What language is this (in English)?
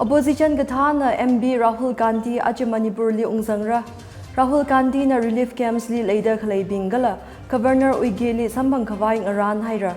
Tangkhul Naga (India)